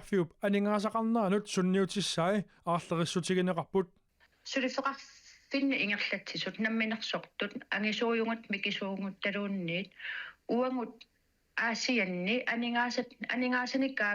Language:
Kalaallisut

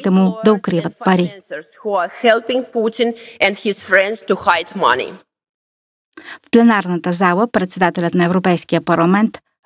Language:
Bulgarian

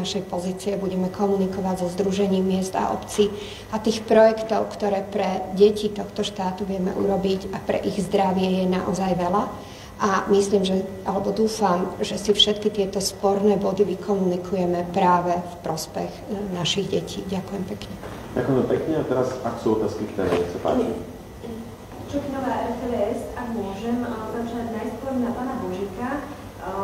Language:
Slovak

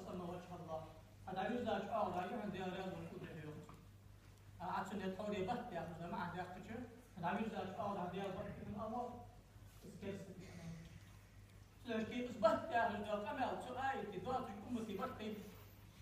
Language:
Ingush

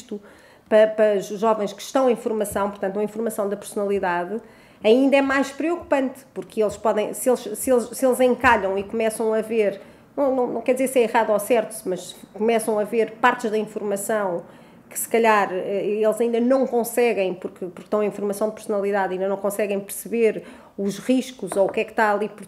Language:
Portuguese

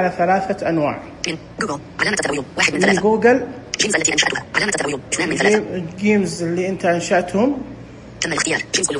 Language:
Najdi Arabic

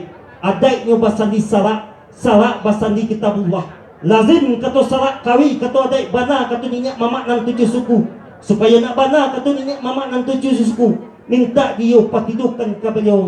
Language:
Minangkabau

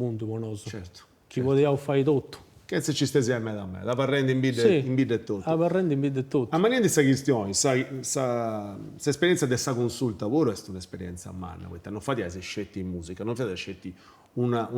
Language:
Sardinian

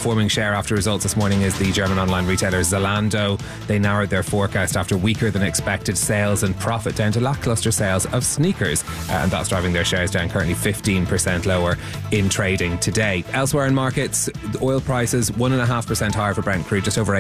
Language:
English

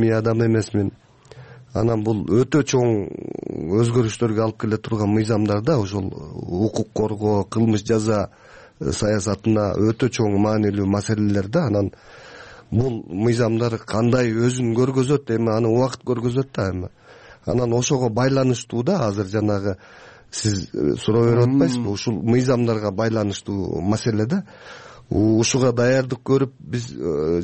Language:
Kyrgyz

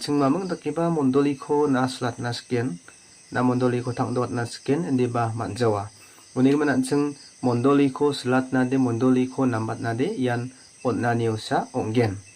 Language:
Garo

